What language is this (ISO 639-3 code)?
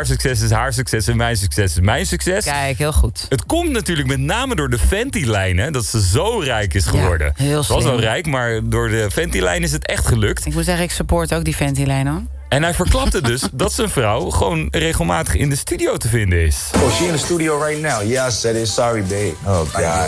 nld